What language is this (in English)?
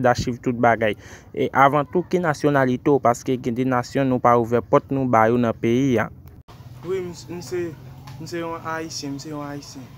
Haitian Creole